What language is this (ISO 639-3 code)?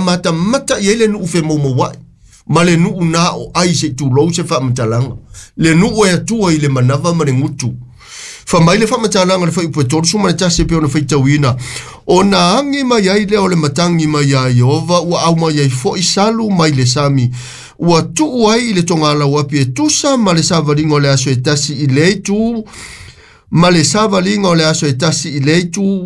smo